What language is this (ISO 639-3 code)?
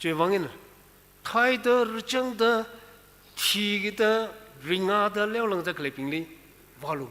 nmf